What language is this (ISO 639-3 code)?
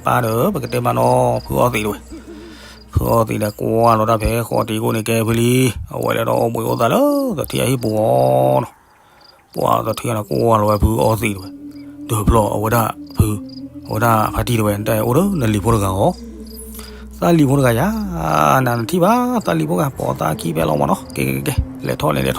ksw